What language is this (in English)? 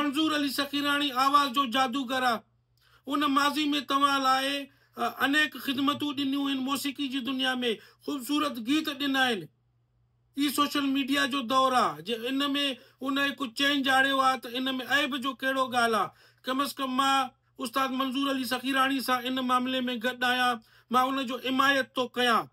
Sindhi